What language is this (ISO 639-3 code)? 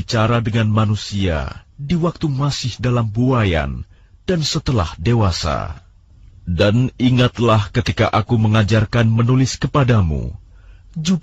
ind